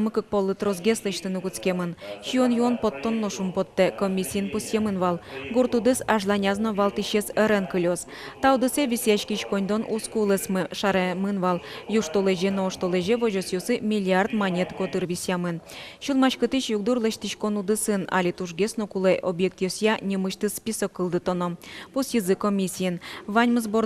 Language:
Udmurt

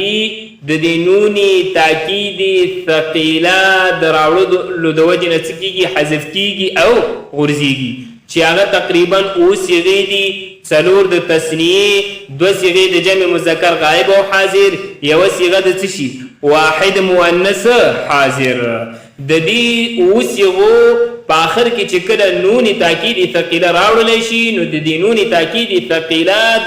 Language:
Pashto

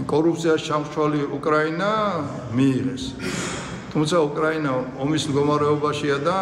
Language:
Georgian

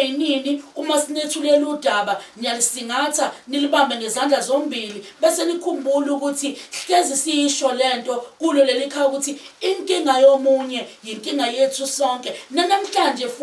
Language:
Zulu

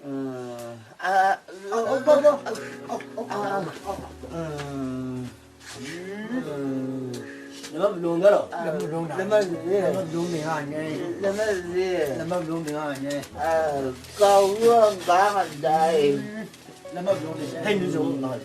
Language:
Chang Naga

